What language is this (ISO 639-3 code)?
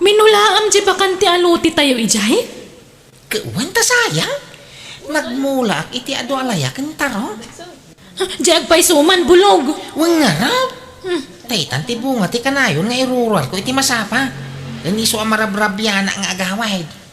ilo